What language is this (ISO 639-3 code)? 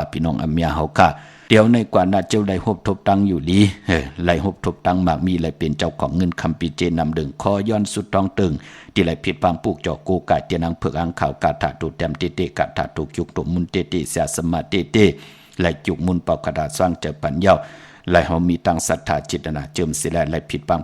shn